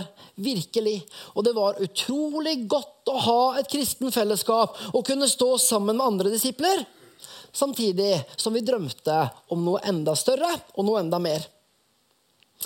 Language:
Norwegian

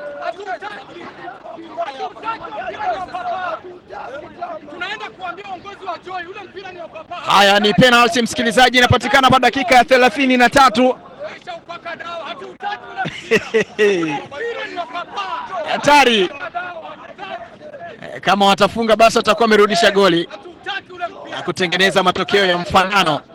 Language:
Swahili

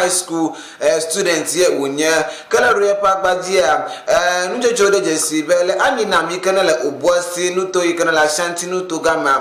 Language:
Ewe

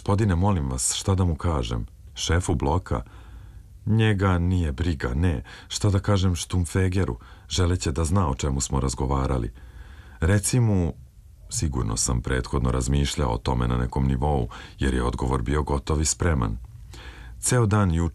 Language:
Serbian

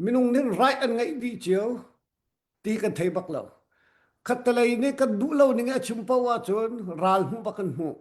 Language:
Hakha Chin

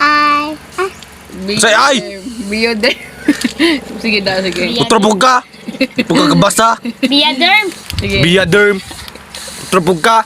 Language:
Cebuano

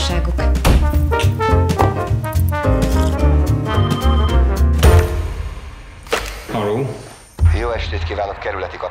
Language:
Hungarian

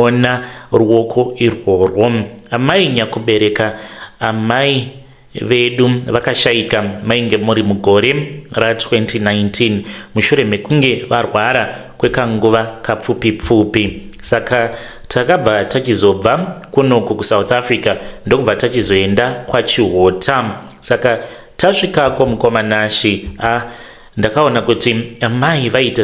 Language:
Shona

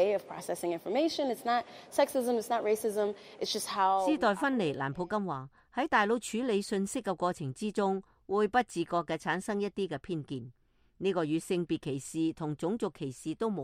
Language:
Cantonese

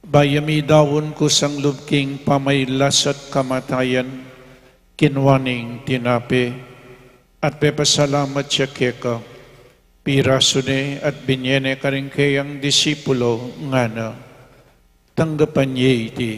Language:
Pampanga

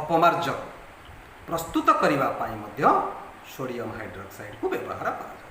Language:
Odia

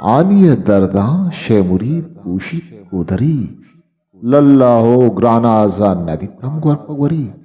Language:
Eastern Balochi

